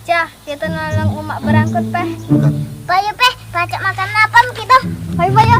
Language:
Musi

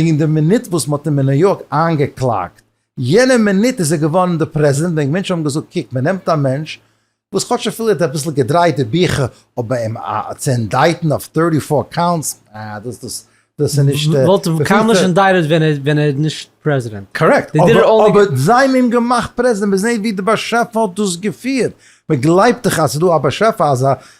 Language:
Yiddish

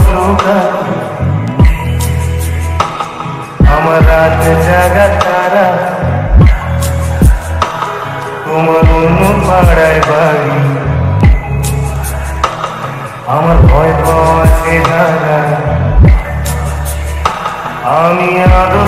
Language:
Bangla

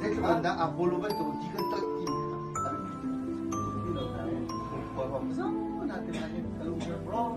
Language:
Hakha Chin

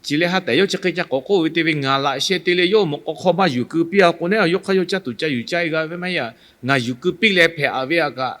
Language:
Lahu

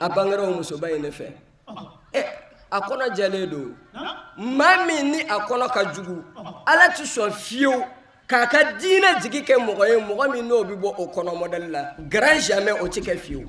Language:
Bambara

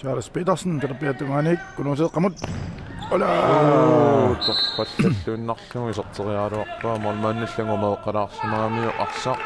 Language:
Kalaallisut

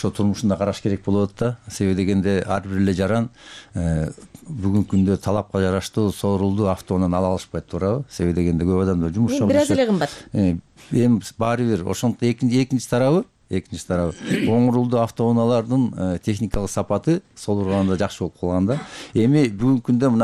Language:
Kyrgyz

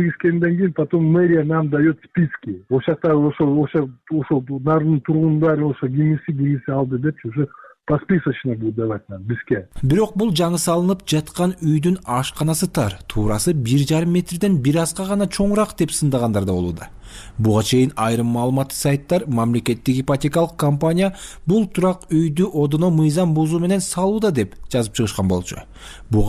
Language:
Kyrgyz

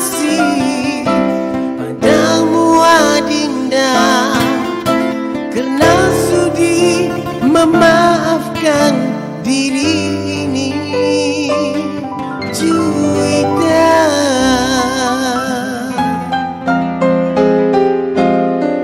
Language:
Malay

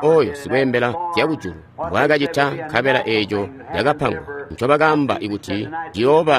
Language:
Tonga (Zambia)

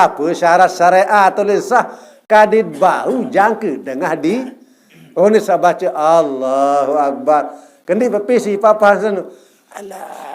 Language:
Sasak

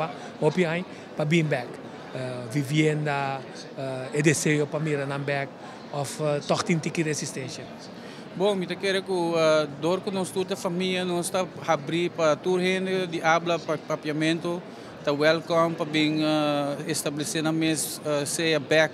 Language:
Papiamento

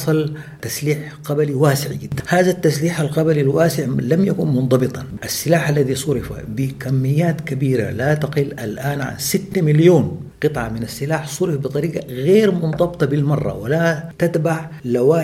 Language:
Sudanese Arabic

